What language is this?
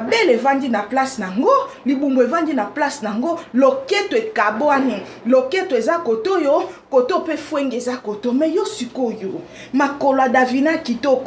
Lingala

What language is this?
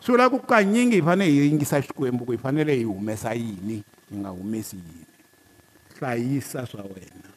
Tsonga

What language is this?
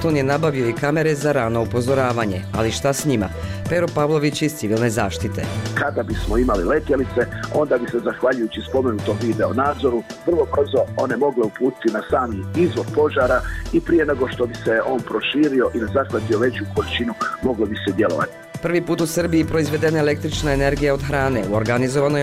Bosnian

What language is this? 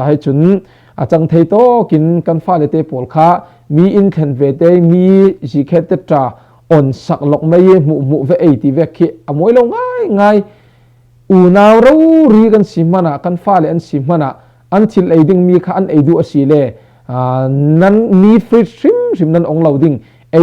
Falam Chin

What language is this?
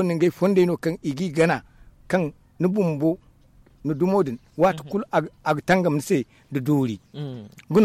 Zarma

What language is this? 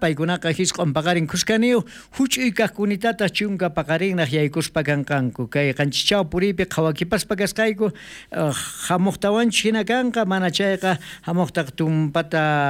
South Bolivian Quechua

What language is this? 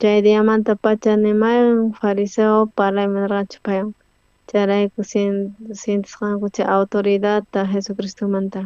South Bolivian Quechua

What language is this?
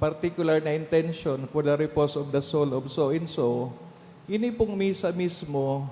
Bikol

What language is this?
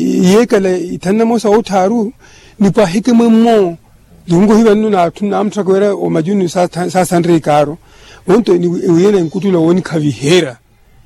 Makhuwa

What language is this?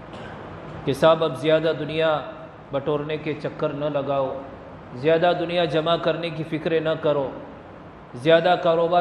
Urdu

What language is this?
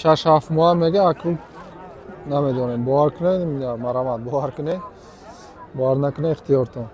Tajik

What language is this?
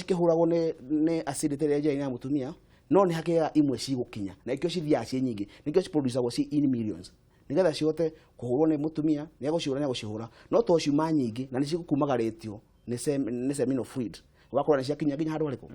Kikuyu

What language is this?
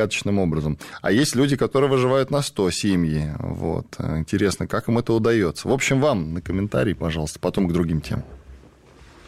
Russian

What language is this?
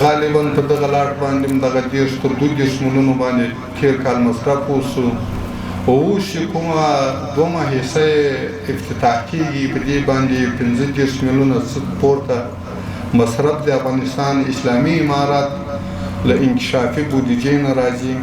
Pashto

